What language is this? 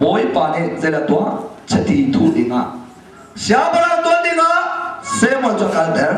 Hakha Chin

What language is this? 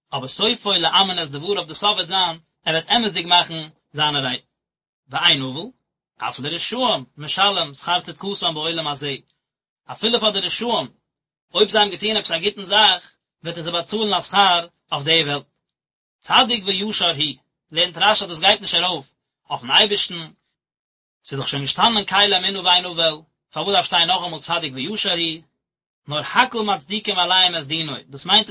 Yiddish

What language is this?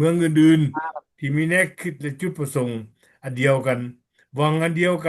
Lao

